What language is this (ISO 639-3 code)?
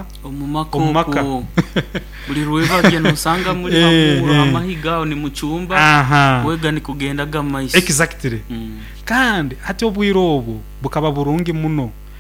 nyo